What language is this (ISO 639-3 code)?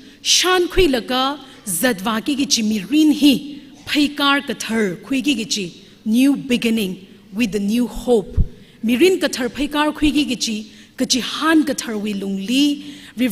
nmf